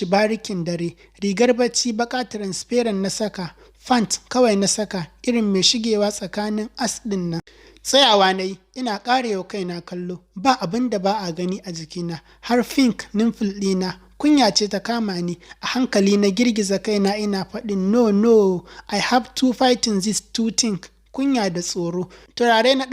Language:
Hausa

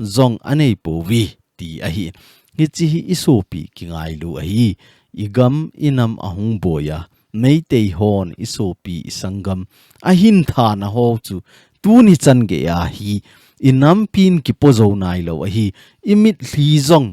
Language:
Thado Chin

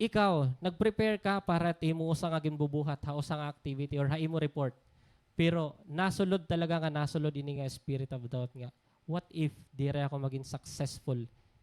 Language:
Waray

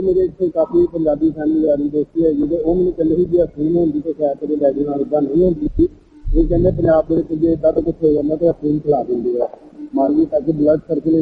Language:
Punjabi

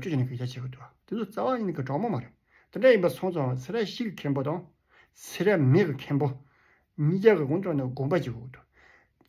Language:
Tibetan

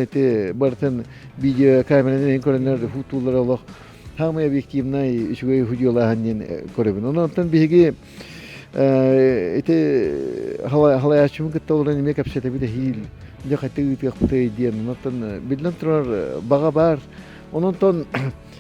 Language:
Yakut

